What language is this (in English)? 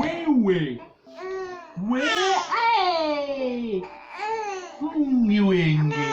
Betawi